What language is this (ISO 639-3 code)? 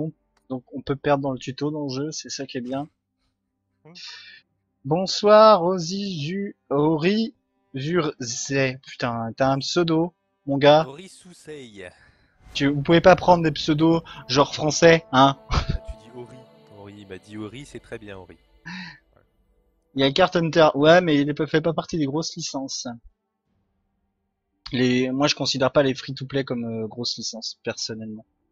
fra